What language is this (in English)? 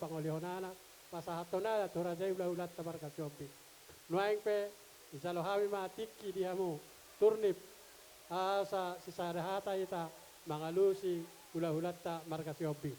Batak Toba